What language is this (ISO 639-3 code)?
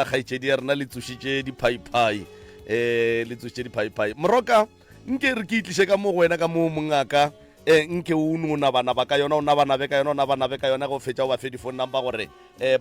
nso